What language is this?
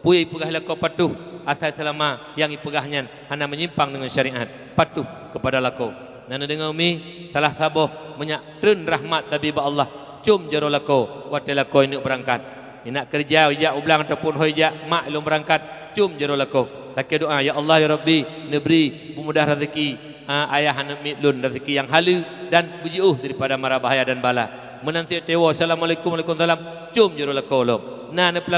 Achinese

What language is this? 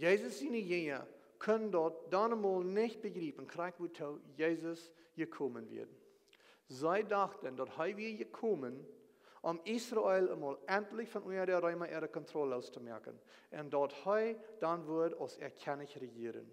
Plautdietsch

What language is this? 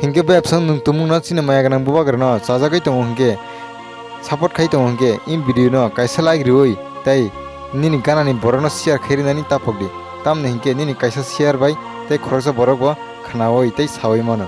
Kok Borok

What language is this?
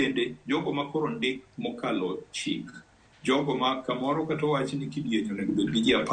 Luo (Kenya and Tanzania)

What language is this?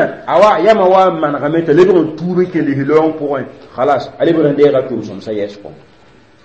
Mossi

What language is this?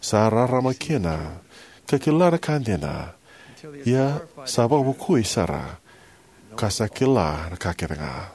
Fijian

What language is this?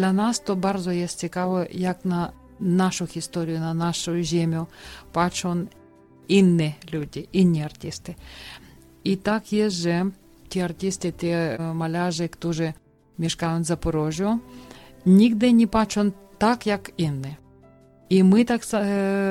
Polish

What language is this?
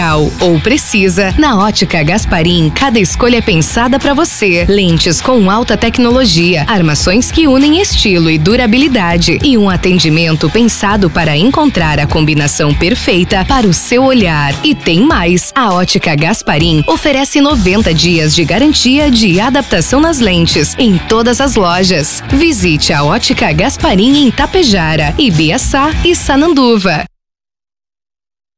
Portuguese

